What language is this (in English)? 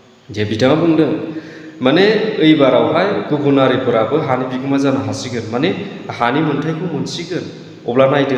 Bodo